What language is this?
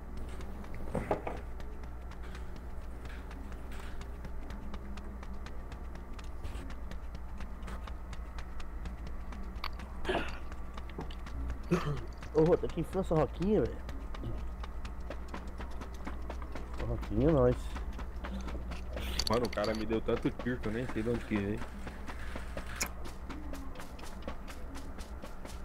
Portuguese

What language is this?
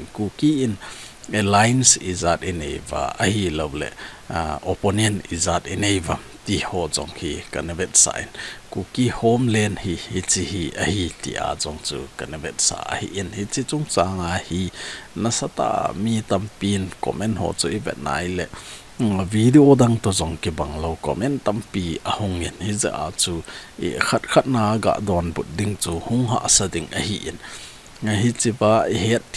Thado Chin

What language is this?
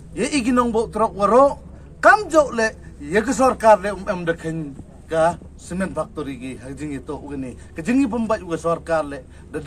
Pnar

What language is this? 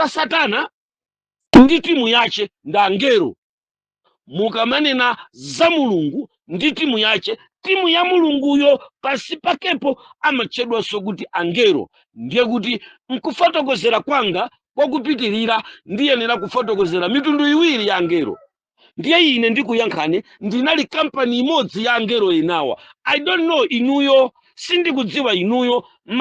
Nyanja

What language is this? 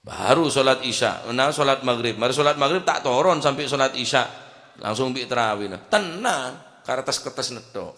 Madurese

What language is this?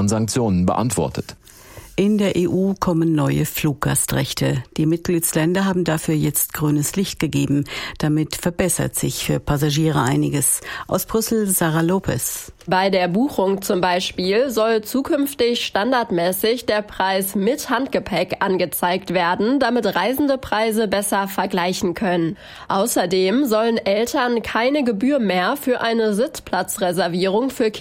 German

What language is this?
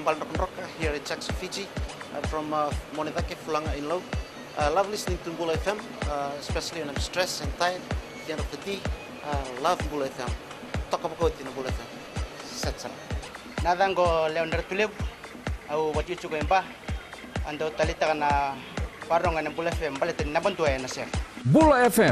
Fijian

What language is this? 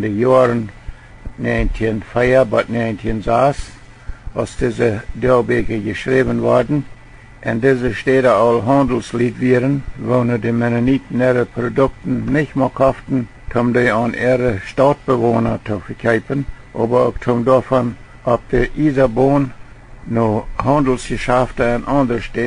Plautdietsch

